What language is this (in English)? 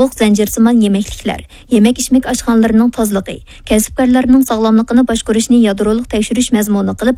Uyghur